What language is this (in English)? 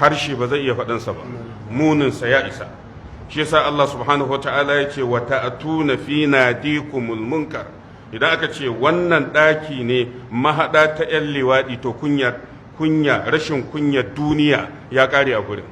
Hausa